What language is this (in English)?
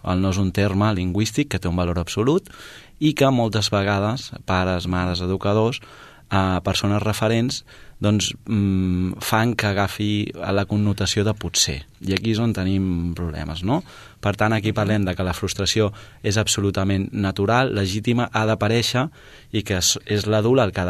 Catalan